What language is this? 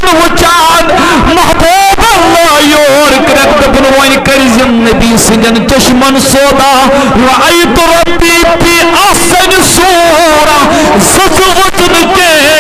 Kashmiri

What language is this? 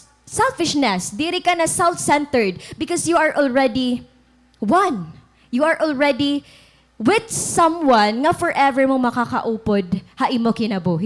Waray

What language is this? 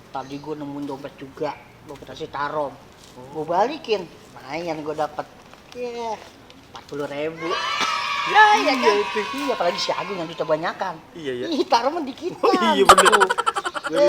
Betawi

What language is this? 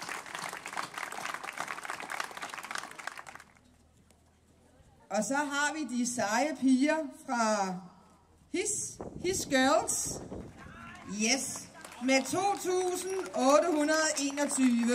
Danish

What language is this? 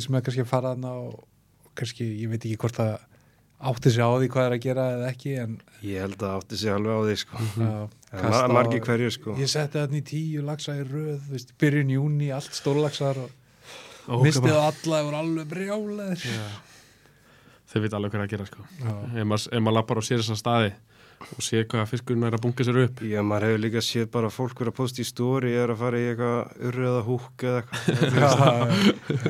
Icelandic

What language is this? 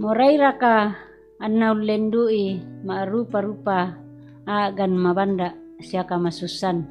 Toraja-Sa'dan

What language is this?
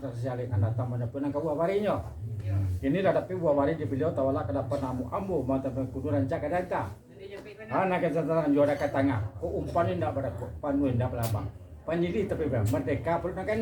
Minangkabau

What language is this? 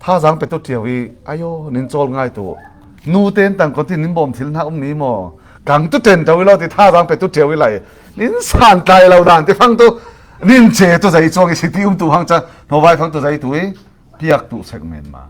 Falam Chin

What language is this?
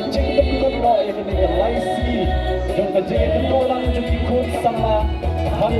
Khasi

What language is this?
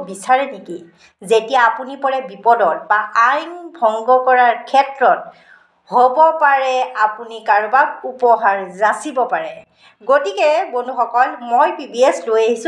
Assamese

